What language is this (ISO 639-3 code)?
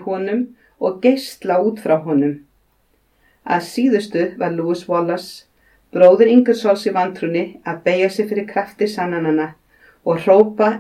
isl